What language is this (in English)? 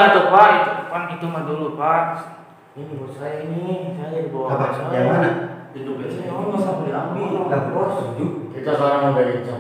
Betawi